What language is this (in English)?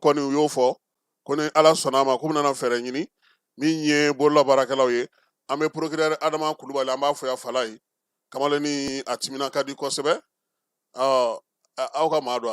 Bambara